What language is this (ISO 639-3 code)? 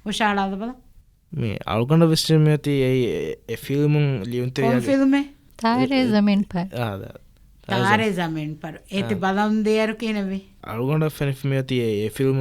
div